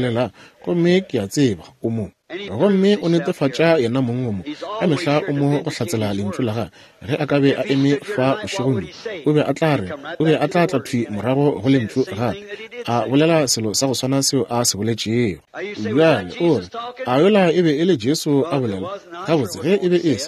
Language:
Northern Sotho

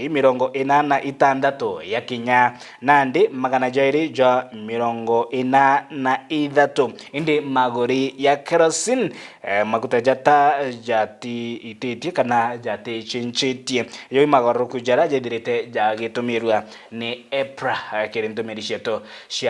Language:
Meru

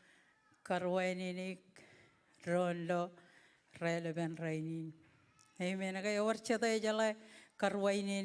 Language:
Marshallese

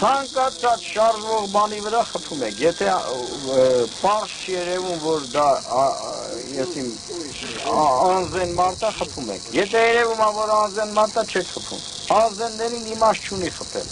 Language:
Armenian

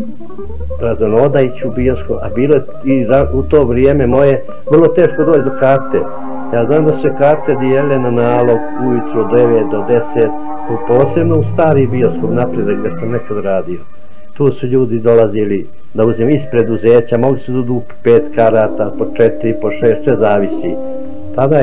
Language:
Bosnian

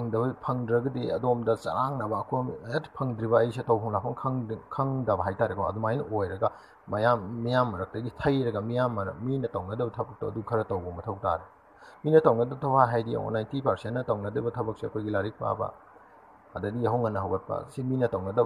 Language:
Manipuri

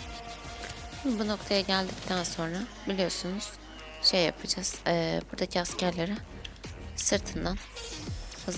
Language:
Turkish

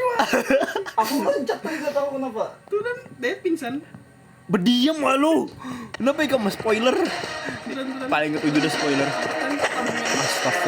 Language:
Banjar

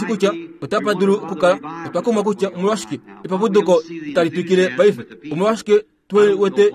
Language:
Kuanyama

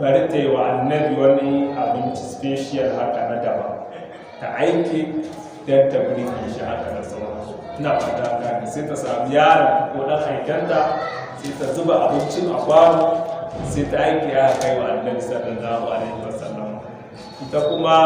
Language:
Hausa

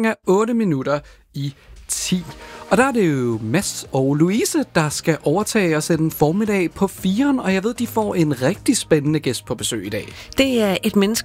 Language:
Danish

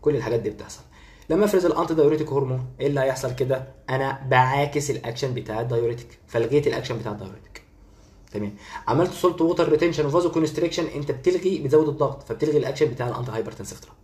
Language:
Egyptian Arabic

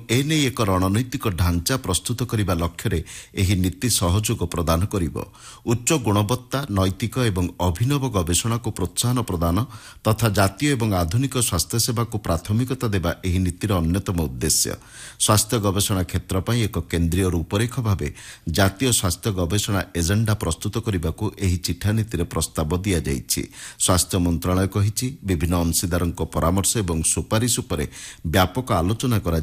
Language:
Odia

